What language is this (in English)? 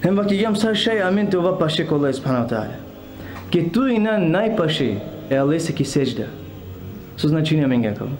Balkan Romani